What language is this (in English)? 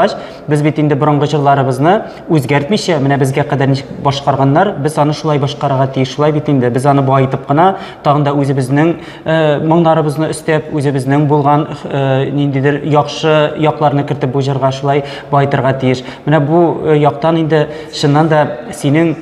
Tatar